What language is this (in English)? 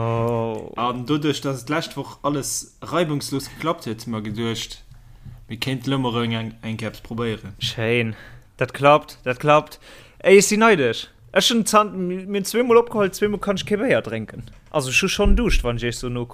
Luxembourgish